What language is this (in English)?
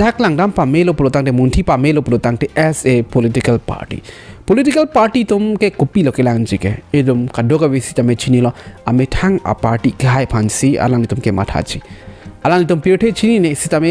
Karbi